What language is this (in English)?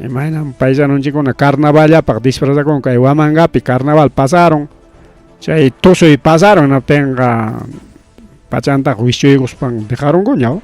Ayacucho Quechua